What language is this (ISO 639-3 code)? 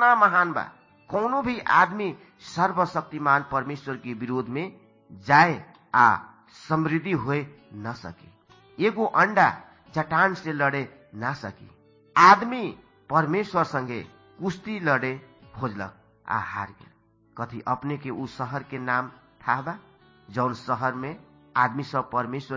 bho